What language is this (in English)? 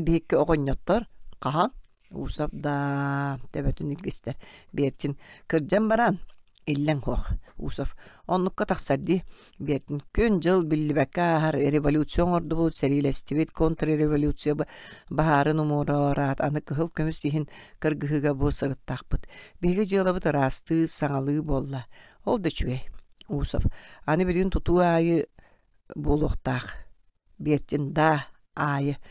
Yakut